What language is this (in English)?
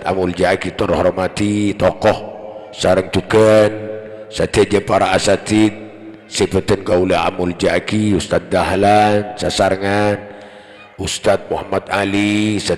Madurese